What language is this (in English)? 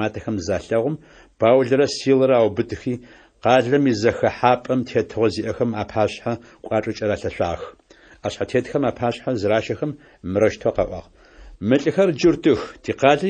Adyghe